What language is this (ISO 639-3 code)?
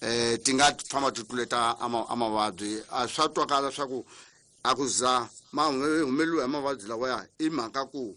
tso